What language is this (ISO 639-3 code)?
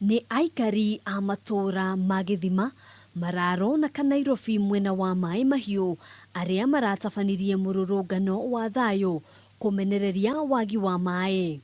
kik